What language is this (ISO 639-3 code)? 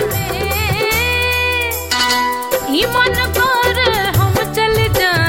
bho